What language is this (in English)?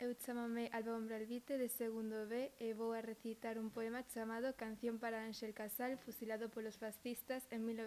Galician